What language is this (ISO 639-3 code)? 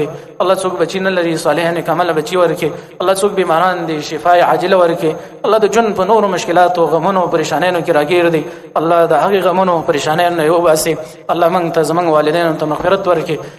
pus